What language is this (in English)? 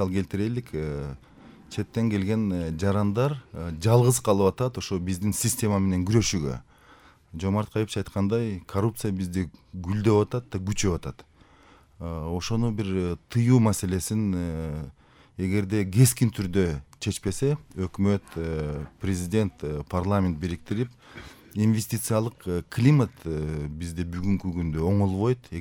Kyrgyz